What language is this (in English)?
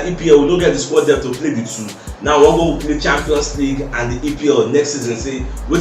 Nigerian Pidgin